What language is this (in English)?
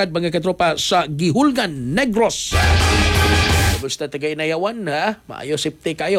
Cebuano